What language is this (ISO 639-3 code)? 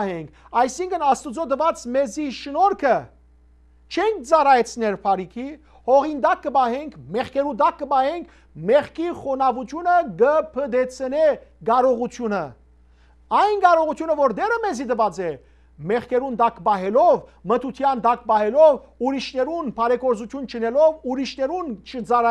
hyw